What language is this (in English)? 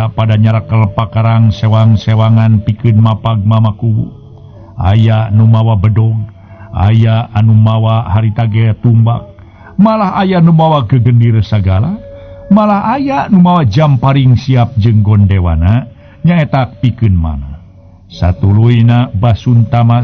Sundanese